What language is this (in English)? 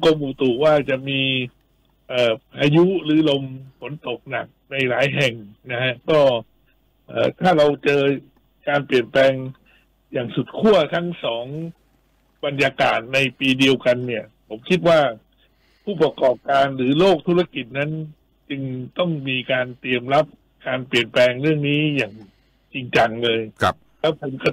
Thai